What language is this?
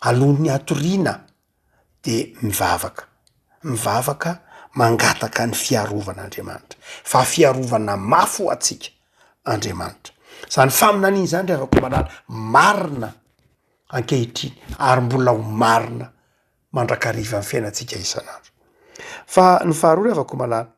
Malagasy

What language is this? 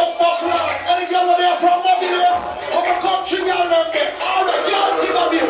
Jamaican Creole English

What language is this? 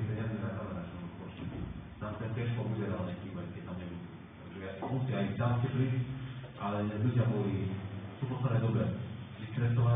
Slovak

